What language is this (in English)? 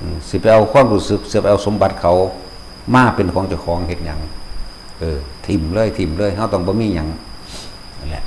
Northeastern Thai